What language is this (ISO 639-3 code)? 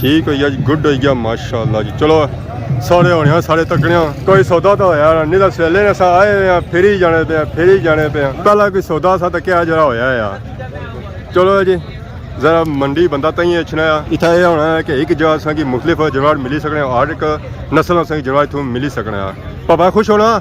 phr